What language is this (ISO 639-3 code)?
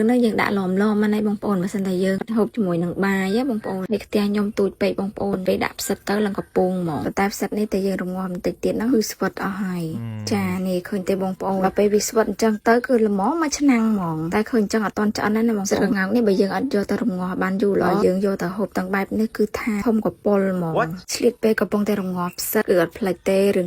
khm